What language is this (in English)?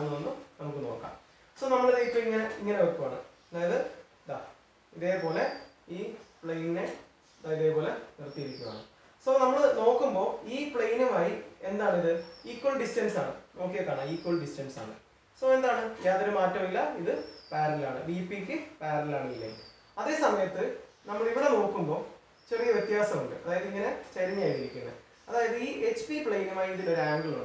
Malayalam